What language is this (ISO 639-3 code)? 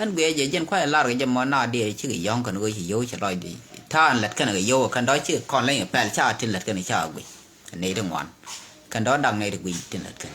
nus